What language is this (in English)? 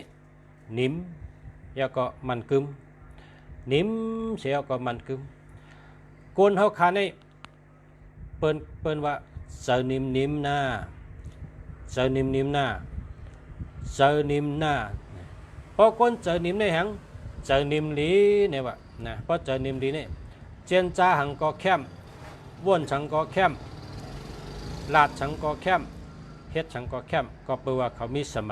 Shan